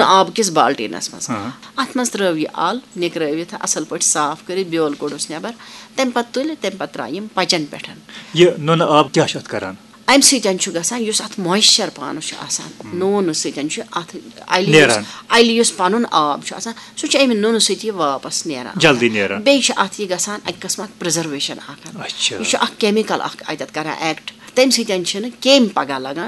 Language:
Kashmiri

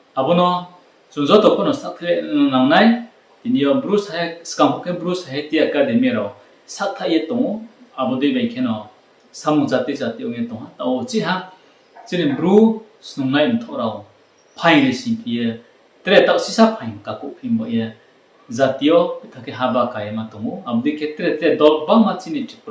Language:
Riang (India)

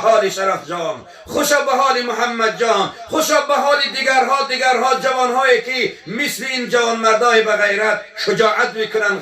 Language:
Tajik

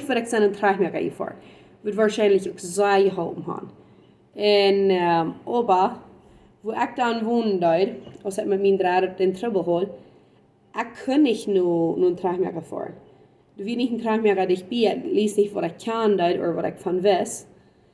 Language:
Plautdietsch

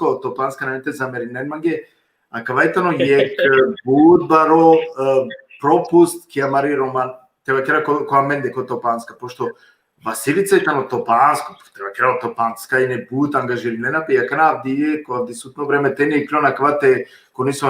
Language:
Balkan Romani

